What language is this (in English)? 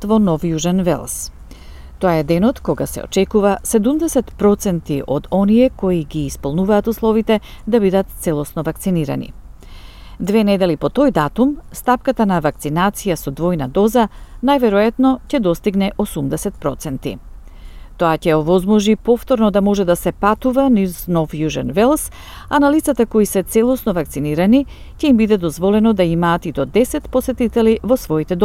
Macedonian